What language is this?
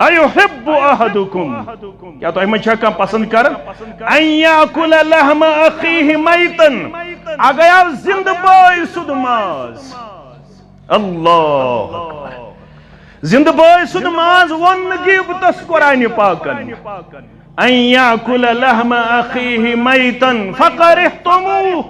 Kashmiri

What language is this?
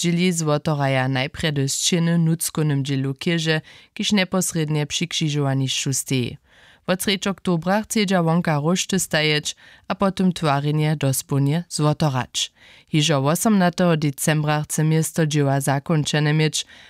Upper Sorbian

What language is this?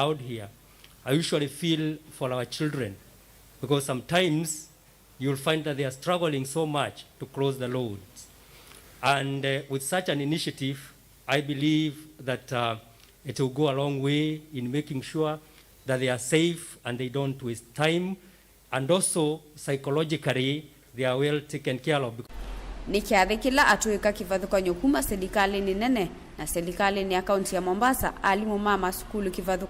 Kamba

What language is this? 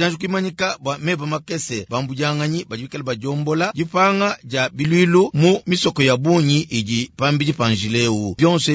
Luba-Lulua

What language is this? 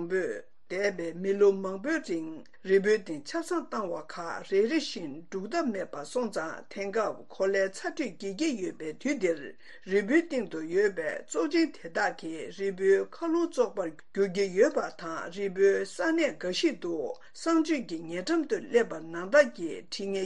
Tibetan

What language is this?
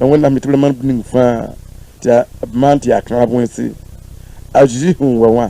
Mossi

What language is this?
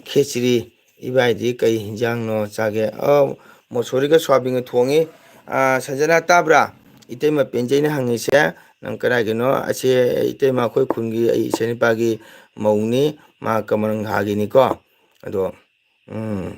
Manipuri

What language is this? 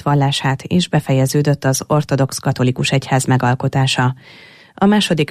Hungarian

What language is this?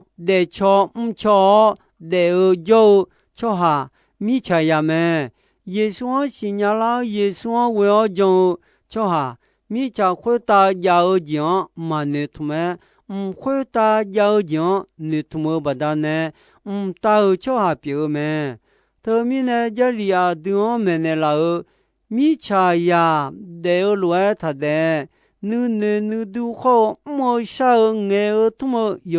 Akha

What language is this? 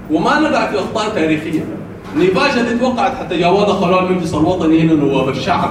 Sudanese Arabic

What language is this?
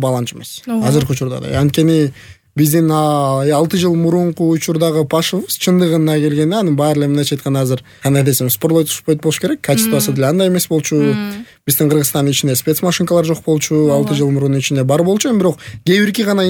Kyrgyz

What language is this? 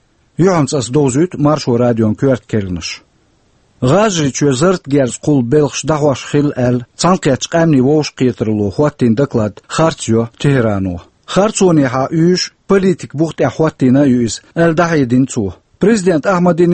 Chechen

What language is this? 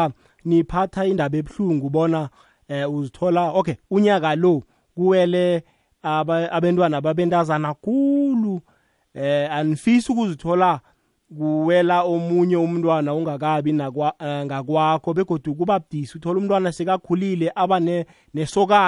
South Ndebele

